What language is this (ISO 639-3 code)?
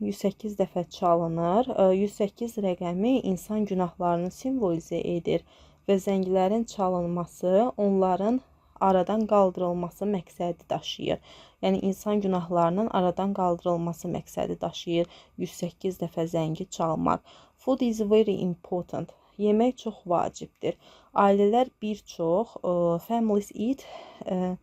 aze